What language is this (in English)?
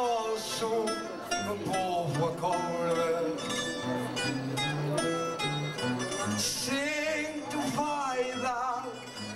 Portuguese